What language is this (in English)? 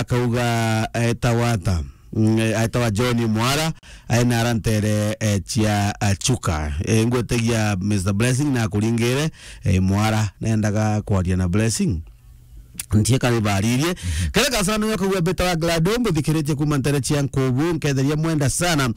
Meru